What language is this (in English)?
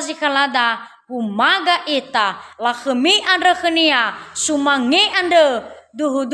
Nias